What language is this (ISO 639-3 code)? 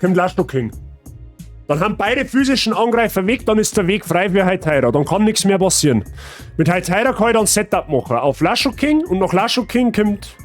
bar